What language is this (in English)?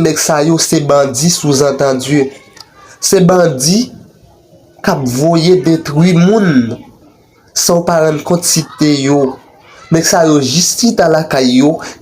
Haitian Creole